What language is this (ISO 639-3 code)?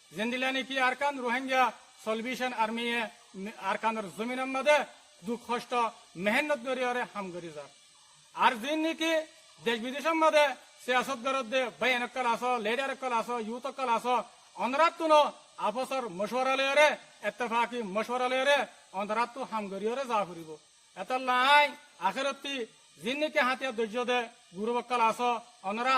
rhg